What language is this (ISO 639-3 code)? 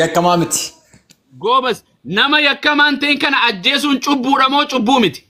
orm